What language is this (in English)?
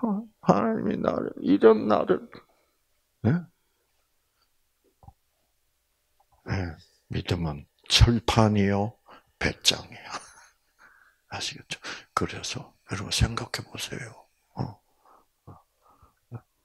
Korean